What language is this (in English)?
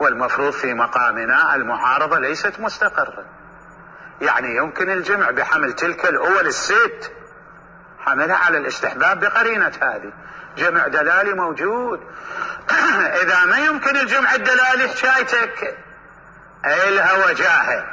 Mesopotamian Arabic